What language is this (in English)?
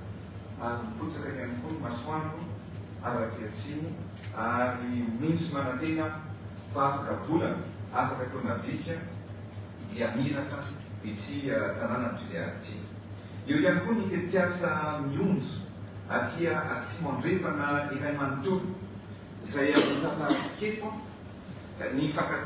Malagasy